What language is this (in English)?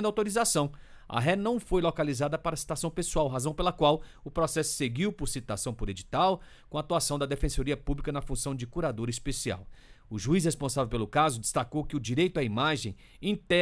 Portuguese